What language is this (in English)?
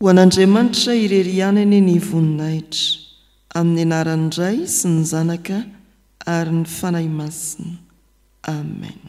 Malagasy